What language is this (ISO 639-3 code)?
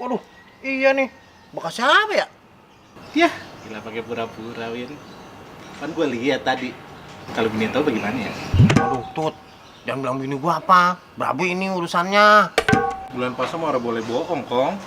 bew